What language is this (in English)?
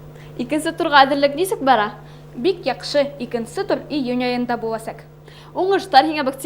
Bashkir